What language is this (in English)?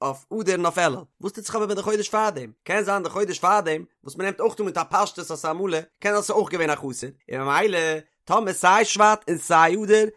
Yiddish